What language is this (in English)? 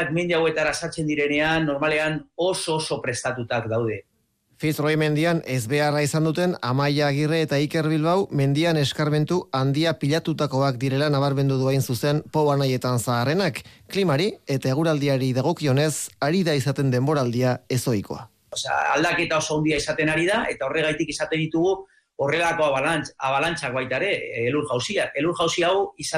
Basque